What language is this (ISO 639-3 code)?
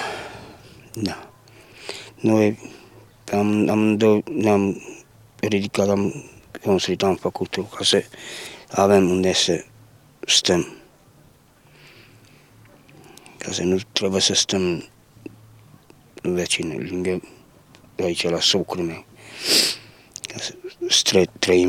ron